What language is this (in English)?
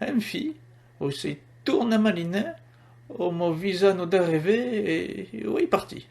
Occitan